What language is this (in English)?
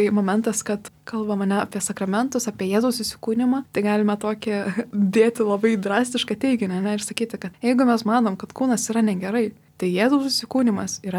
Lithuanian